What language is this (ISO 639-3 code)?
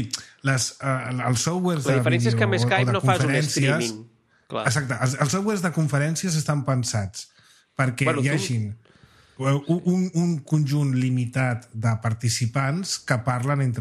cat